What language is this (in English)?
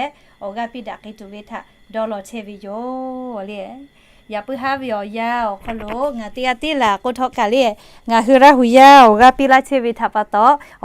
Lahu